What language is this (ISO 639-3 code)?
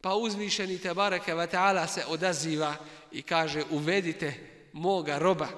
bos